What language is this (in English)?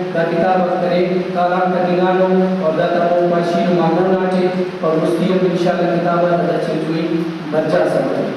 Brahui